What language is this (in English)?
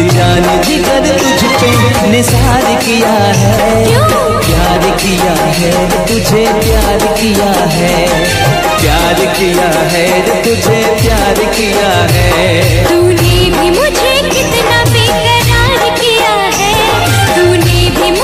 Hindi